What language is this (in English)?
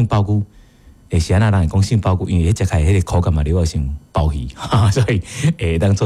Min Nan Chinese